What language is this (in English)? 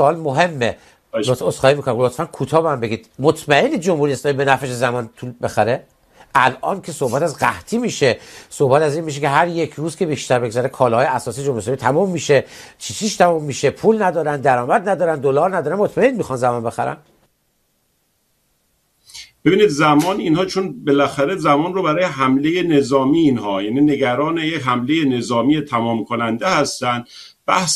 Persian